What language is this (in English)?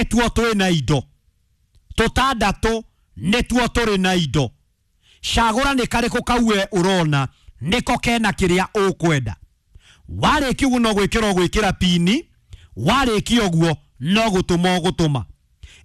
Kikuyu